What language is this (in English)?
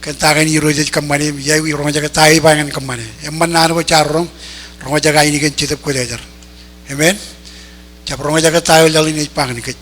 Marshallese